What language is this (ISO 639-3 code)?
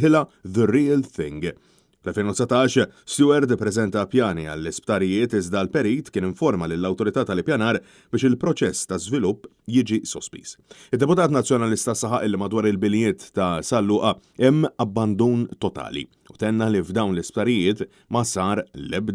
mlt